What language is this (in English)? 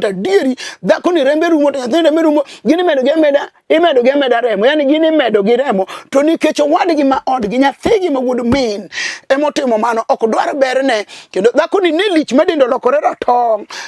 Luo (Kenya and Tanzania)